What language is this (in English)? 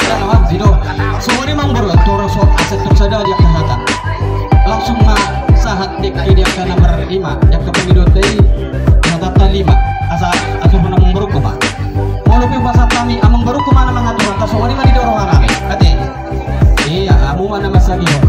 Batak Toba